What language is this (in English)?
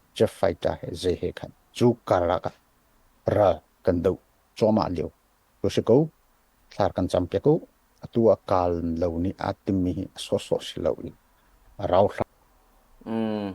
Hakha Chin